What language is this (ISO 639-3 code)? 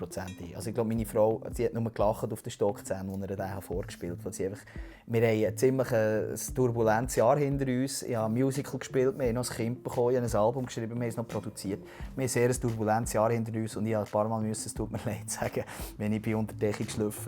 gsw